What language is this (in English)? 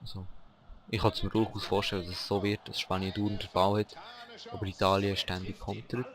Swiss German